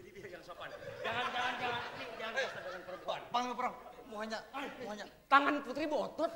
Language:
Banjar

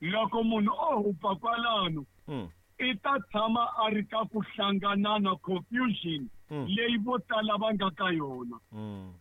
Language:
Tsonga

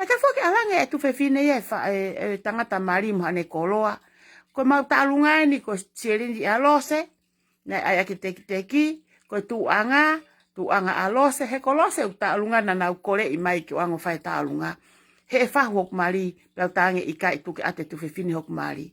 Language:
Tongan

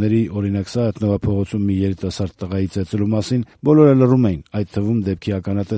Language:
Armenian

